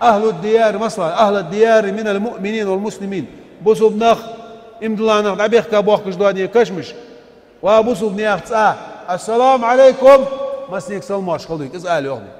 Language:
Ingush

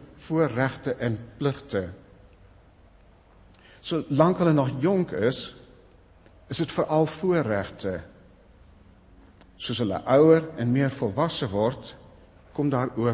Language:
Afrikaans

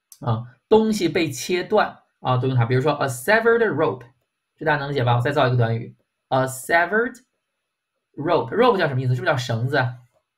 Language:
Chinese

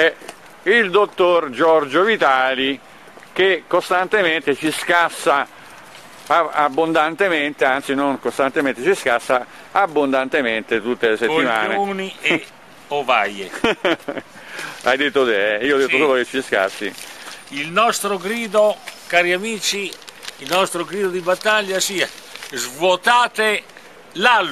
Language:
Italian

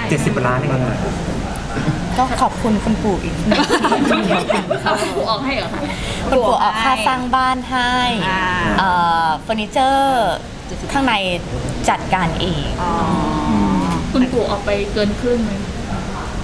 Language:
Thai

